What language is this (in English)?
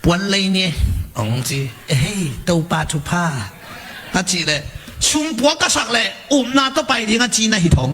Tedim Chin